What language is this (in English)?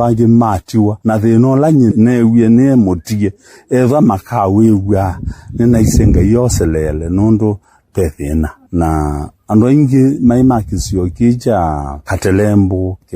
Kamba